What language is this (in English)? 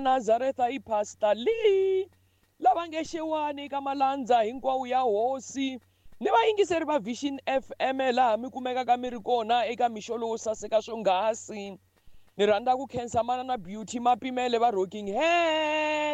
Tsonga